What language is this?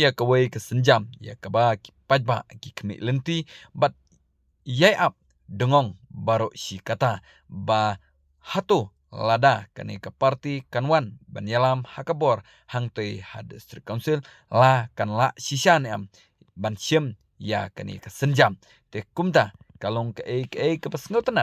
Khasi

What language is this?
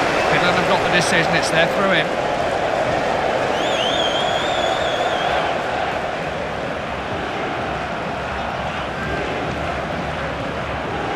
English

